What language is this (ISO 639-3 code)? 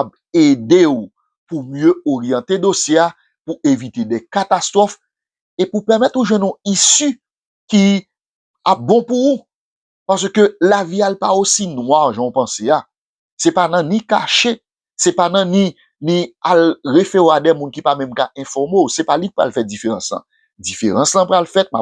hat